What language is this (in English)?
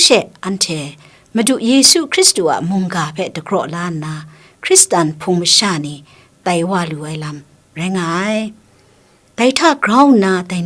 Kachin